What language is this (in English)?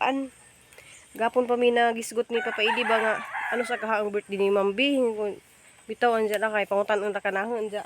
Cebuano